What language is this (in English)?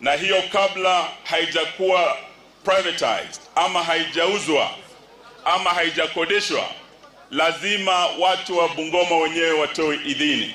Gusii